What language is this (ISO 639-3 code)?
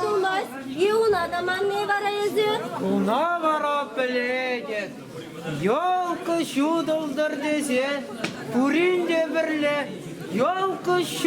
chv